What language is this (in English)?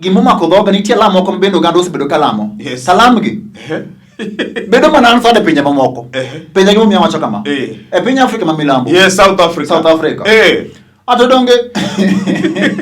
Luo (Kenya and Tanzania)